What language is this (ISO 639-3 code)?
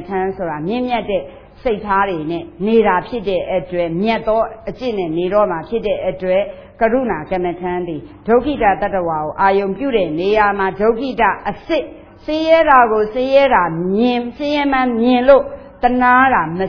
mya